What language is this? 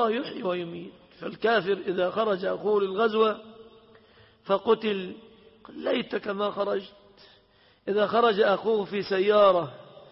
Arabic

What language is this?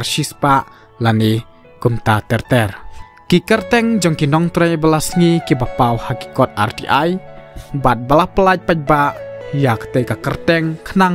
Khasi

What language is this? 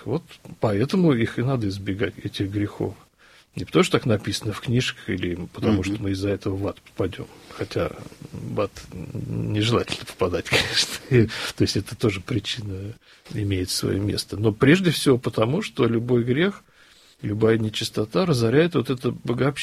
Russian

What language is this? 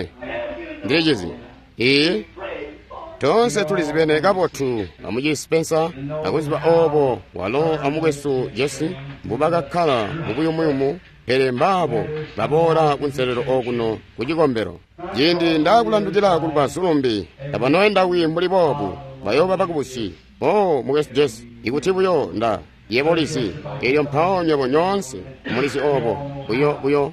Tonga (Zambia)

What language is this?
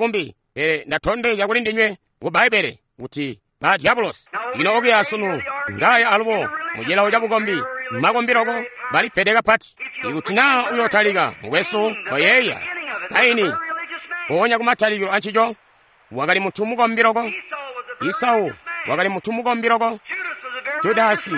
Tonga (Zambia)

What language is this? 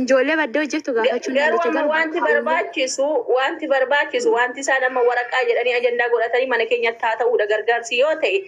Oromo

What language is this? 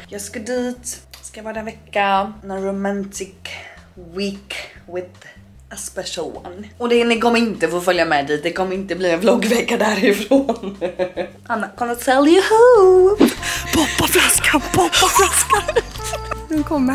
Swedish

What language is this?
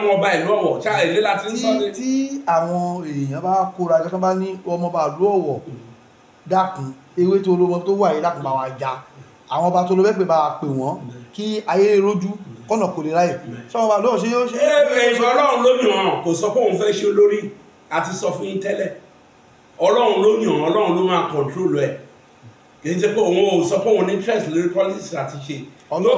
Yoruba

